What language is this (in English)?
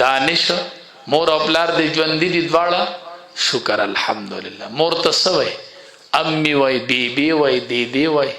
Pashto